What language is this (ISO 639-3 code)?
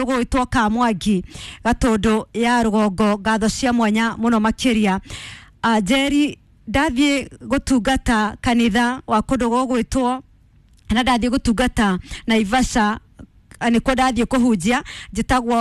kik